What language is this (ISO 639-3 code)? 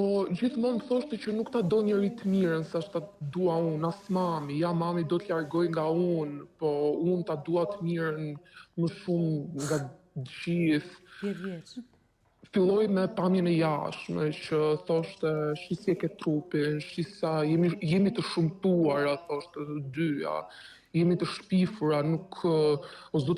sqi